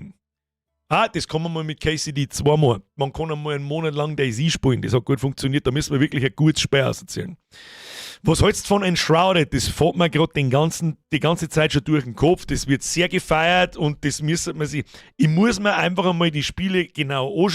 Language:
Bavarian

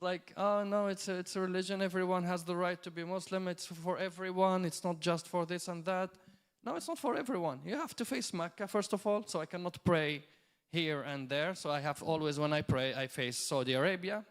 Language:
English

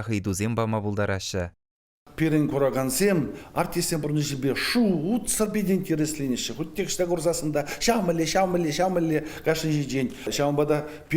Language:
Chuvash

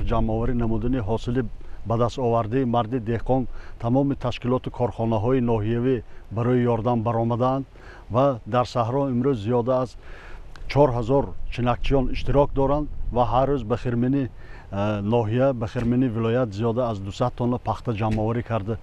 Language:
Tajik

